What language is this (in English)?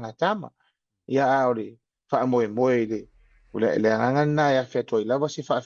Samoan